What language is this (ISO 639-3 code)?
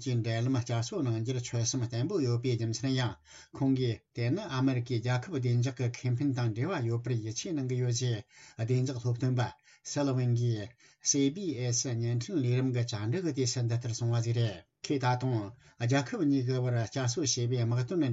bod